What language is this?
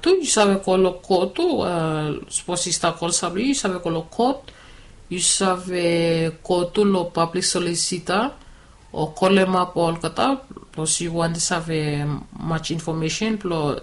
Bislama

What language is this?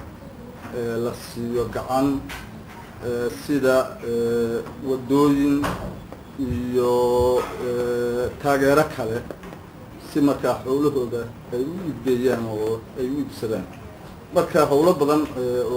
Somali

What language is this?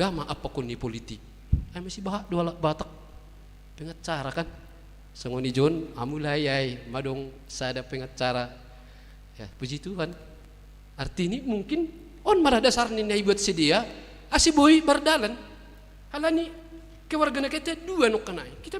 Batak Simalungun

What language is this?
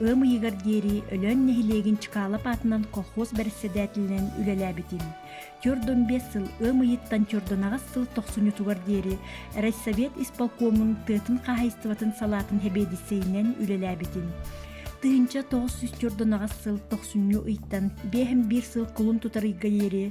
Yakut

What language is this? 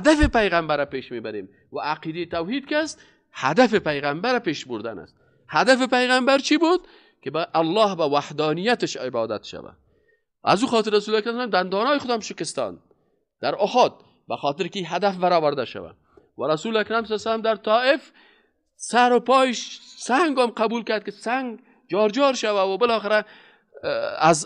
Persian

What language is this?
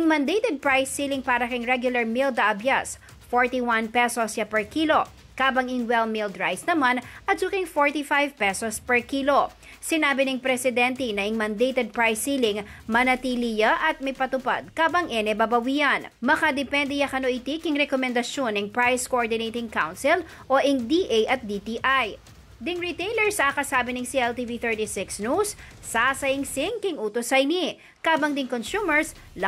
Pampanga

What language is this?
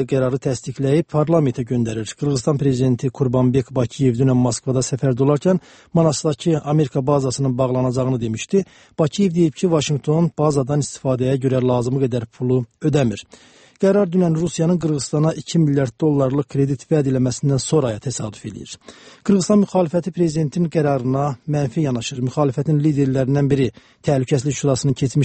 Azerbaijani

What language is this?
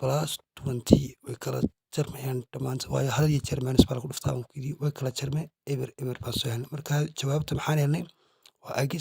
Somali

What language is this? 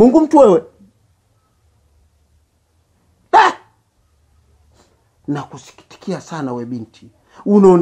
Swahili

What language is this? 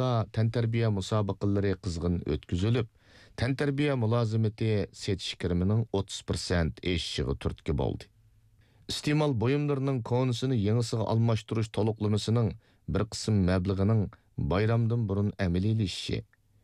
Uyghur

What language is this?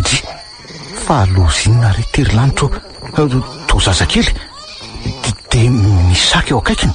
Malagasy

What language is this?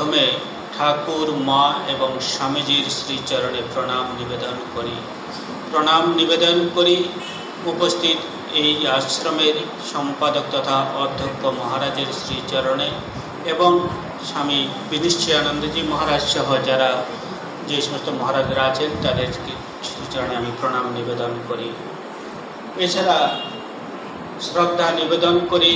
Bangla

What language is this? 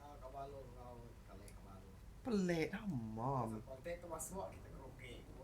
Iban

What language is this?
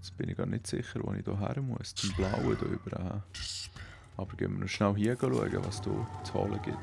Swiss German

